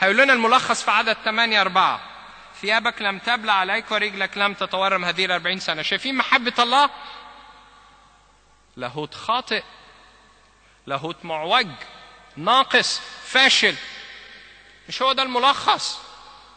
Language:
Egyptian Arabic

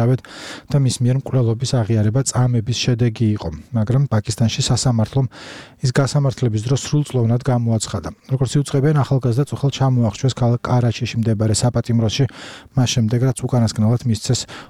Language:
Georgian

